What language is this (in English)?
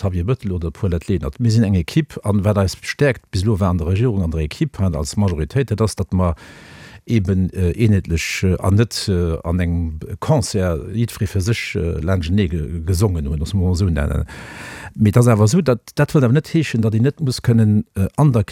Luxembourgish